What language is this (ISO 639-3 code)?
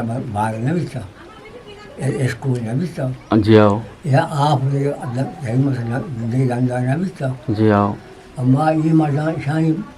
bgp